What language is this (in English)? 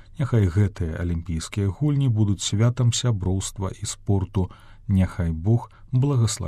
Belarusian